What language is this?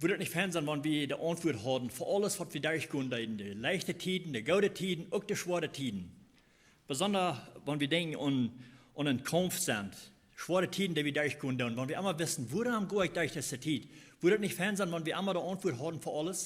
Plautdietsch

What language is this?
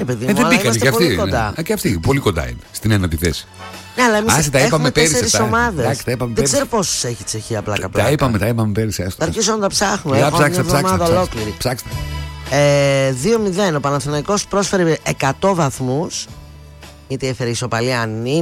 Greek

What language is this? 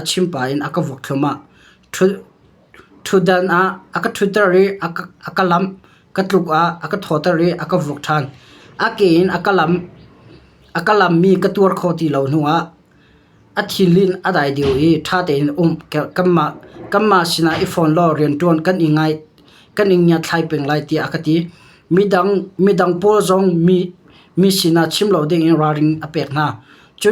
Hakha Chin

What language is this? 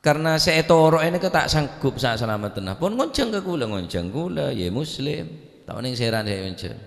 Madurese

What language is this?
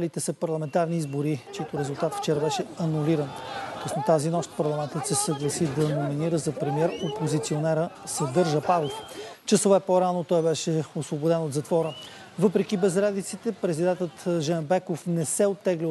Bulgarian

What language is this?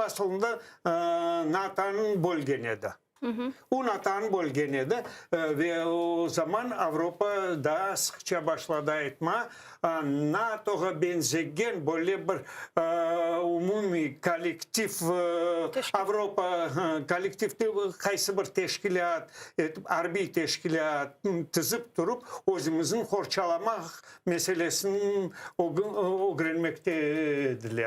Crimean Tatar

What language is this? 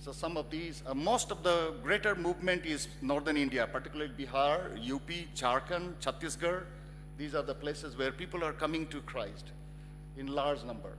Ao Naga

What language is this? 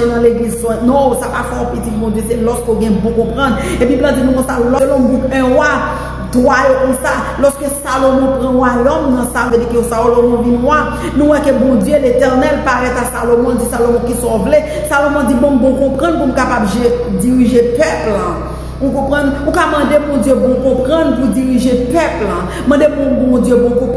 Haitian Creole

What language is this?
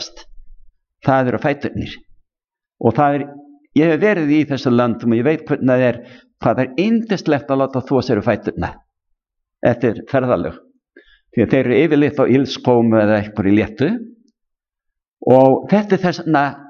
Icelandic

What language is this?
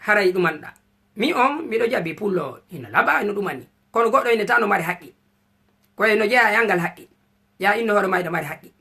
Fula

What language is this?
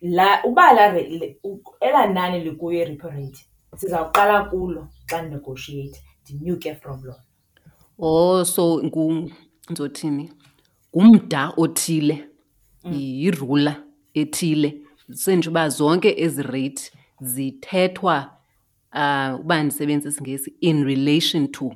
Xhosa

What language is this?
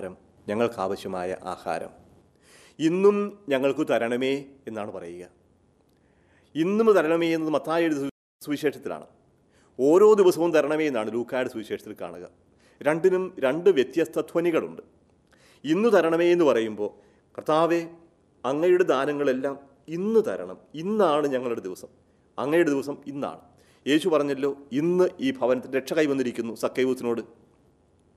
Malayalam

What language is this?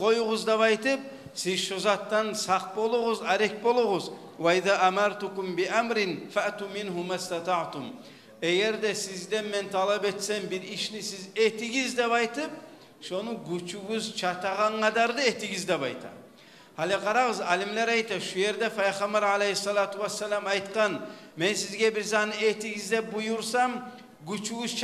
Kumyk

